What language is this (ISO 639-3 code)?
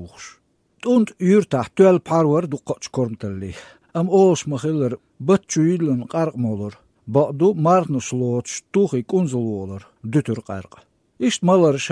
che